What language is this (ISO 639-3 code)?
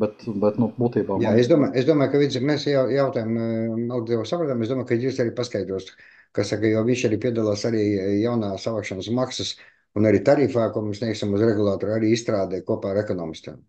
lav